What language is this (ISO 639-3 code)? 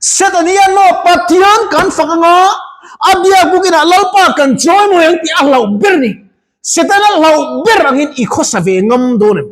lus